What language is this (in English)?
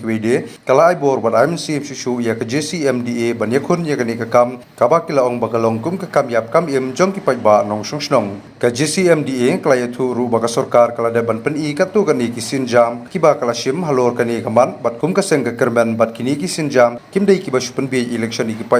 Khasi